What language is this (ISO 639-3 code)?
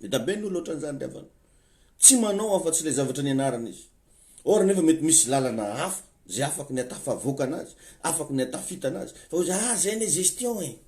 mlg